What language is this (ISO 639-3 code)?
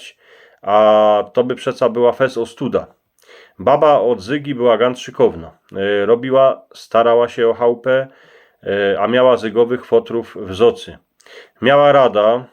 szl